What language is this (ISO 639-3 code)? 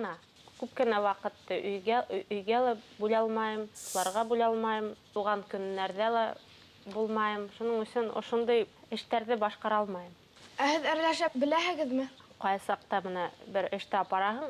bak